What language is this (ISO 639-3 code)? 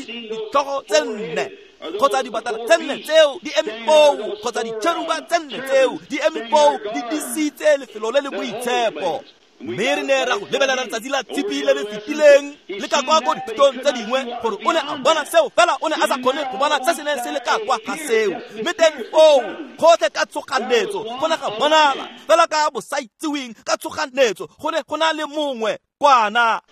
tsn